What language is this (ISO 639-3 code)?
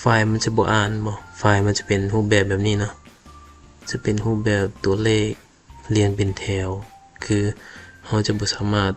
lao